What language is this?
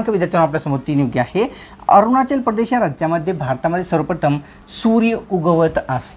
Marathi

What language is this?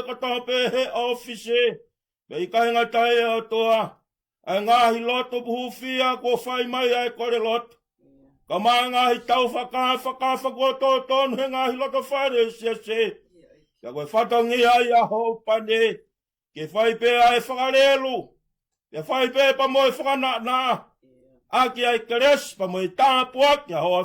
Tongan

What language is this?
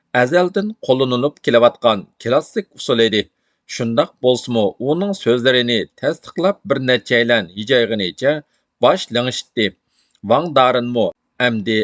Uyghur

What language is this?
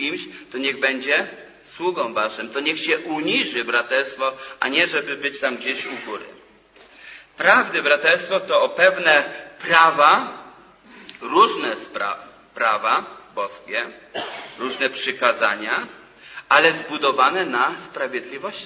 Polish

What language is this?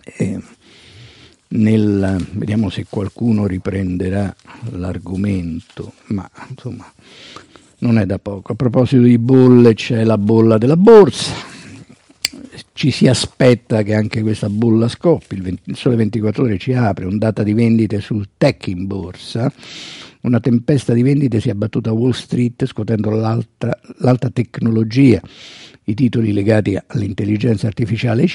Italian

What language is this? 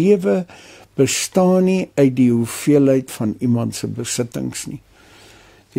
Afrikaans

